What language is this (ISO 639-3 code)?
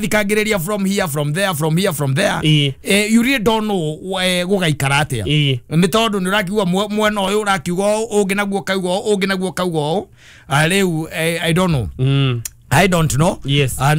kik